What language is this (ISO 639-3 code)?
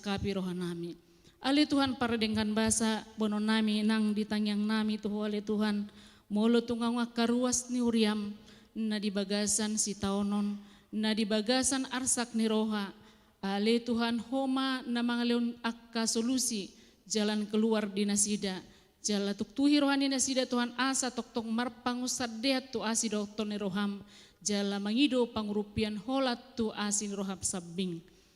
bbc